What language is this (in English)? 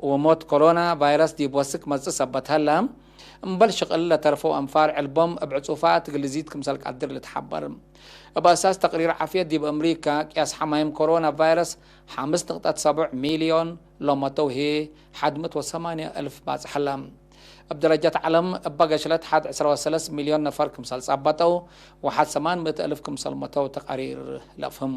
Tigre